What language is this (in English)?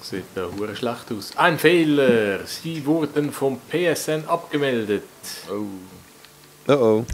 Swiss German